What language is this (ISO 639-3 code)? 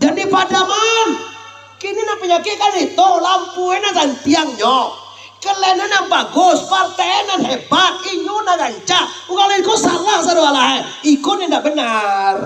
min